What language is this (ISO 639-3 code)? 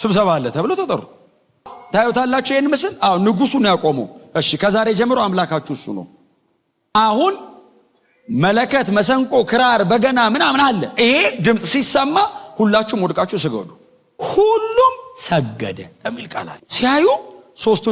amh